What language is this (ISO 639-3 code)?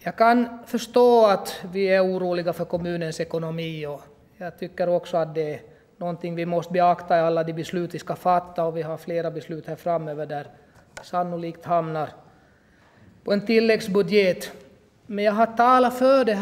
swe